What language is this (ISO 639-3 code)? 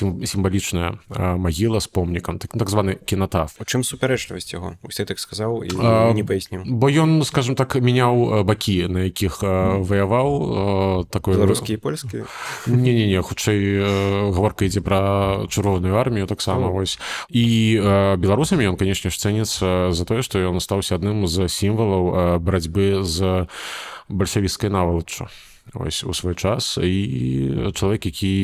bel